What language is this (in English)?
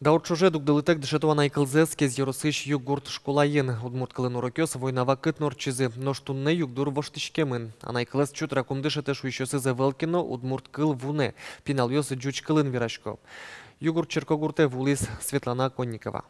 Udmurt